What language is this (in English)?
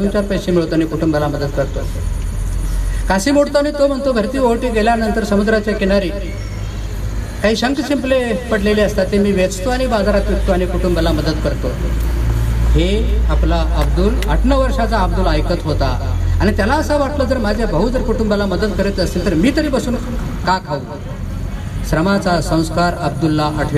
Marathi